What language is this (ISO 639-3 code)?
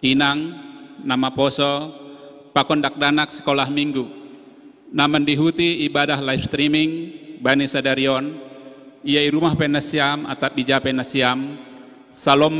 bts